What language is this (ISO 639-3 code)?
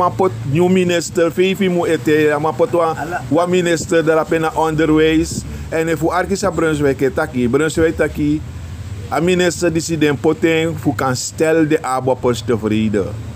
srn